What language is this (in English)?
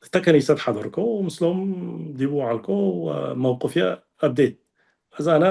Tigre